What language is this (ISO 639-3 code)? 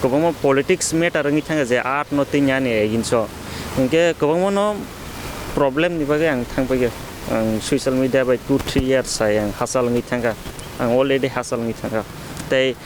trp